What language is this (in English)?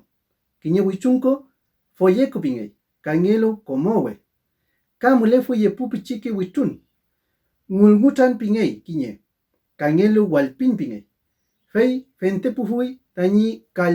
Mapuche